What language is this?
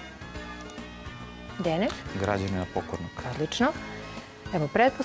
Serbian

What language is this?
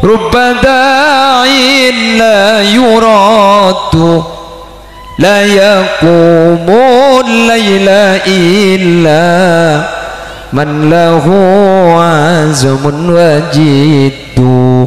Madurese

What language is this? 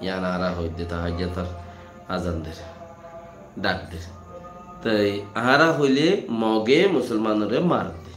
Rohingya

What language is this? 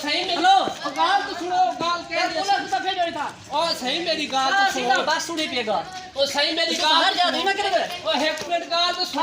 Saraiki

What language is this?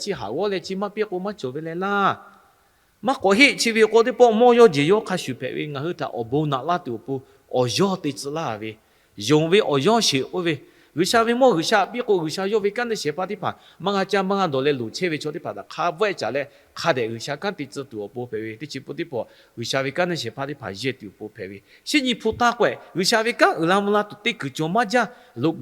Lahu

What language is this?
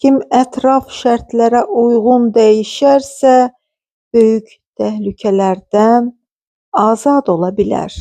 Azerbaijani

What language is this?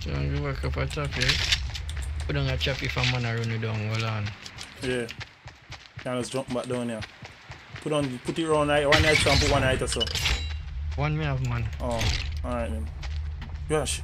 Jamaican Creole English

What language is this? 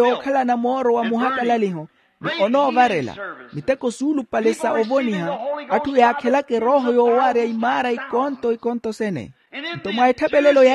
Makhuwa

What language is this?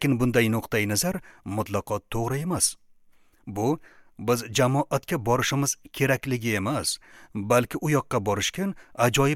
Uzbek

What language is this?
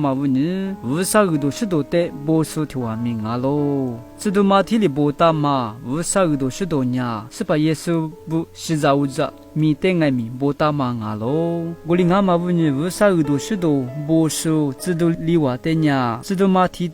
Lisu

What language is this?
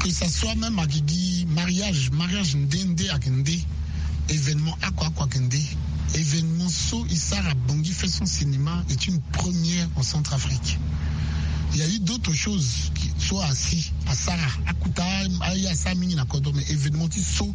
Sango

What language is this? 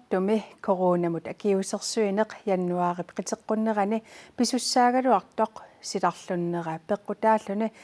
Kalaallisut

